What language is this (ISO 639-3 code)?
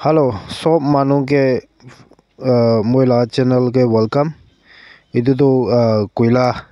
nag